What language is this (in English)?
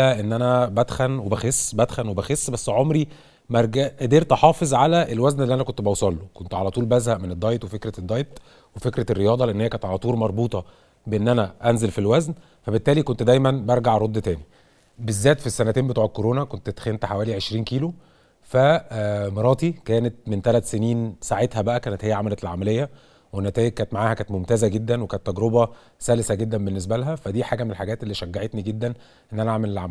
Egyptian Arabic